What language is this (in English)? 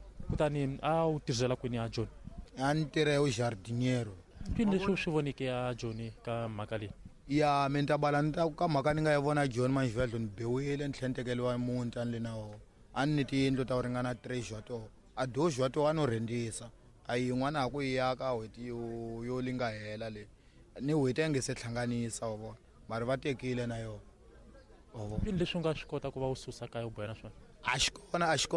Tsonga